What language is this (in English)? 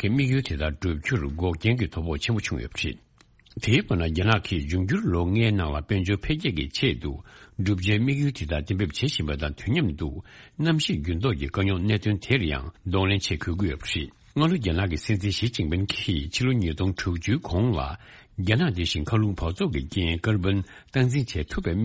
Tibetan